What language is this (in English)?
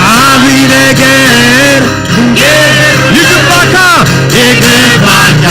Tigrinya